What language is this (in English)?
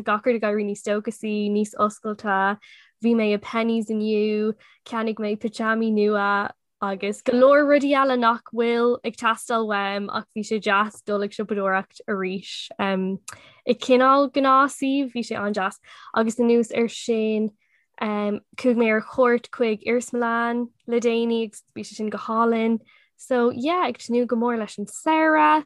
Irish